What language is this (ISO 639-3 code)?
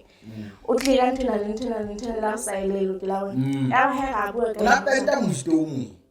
sot